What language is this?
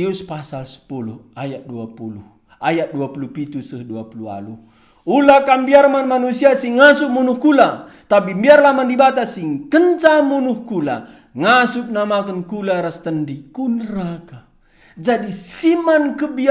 Batak Karo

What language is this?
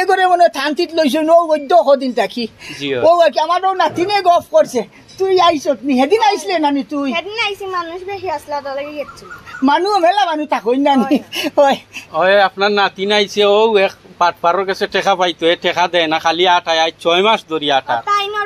Sylheti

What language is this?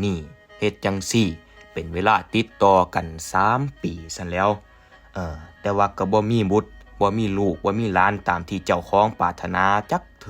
Northeastern Thai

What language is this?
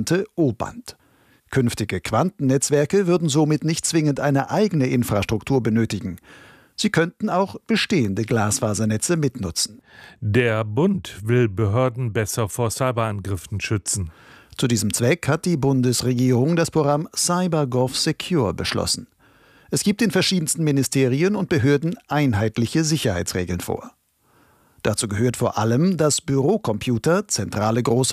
German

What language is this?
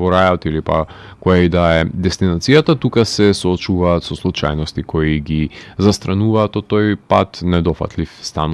Macedonian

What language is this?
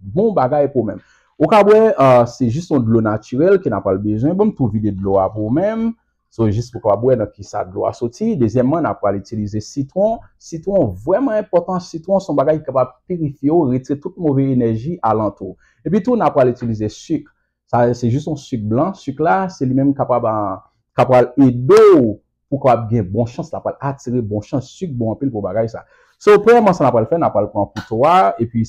Haitian Creole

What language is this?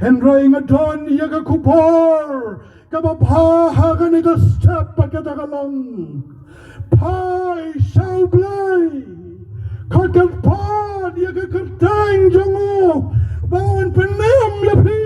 Khasi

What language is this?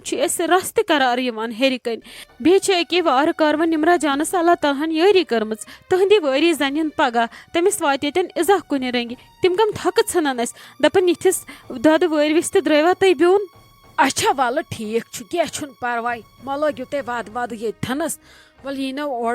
Kashmiri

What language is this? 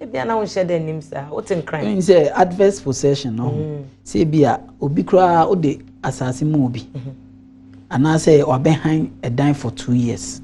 Akan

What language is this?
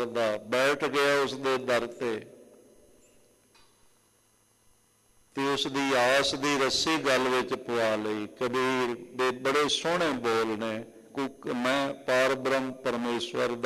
Punjabi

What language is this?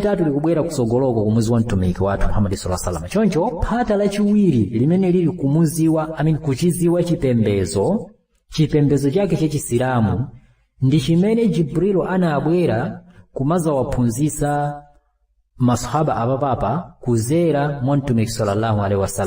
Nyanja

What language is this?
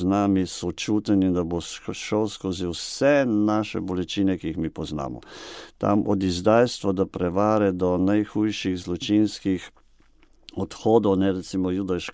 Slovenian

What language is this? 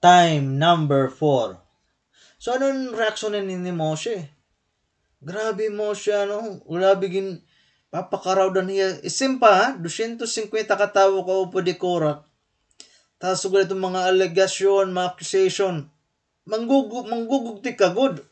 Waray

